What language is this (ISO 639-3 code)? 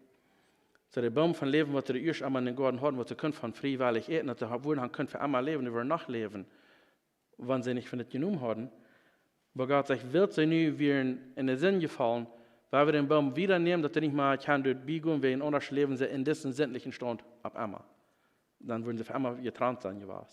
pdt